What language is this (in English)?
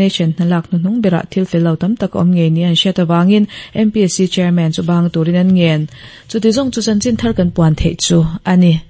Mizo